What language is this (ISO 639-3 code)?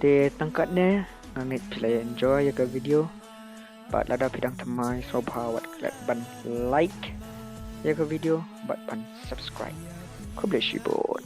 kha